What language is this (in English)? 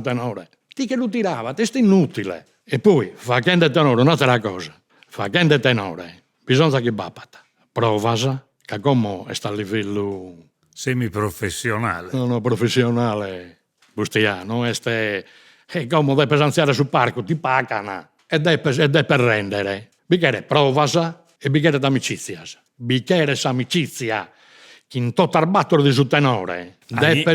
Sardinian